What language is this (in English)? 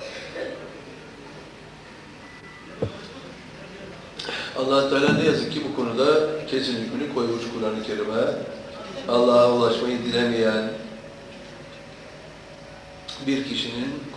Turkish